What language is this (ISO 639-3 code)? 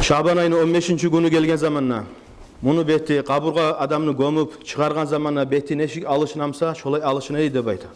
kum